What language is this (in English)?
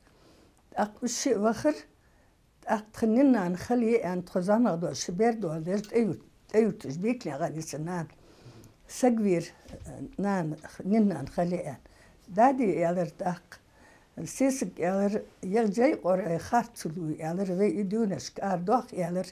Ingush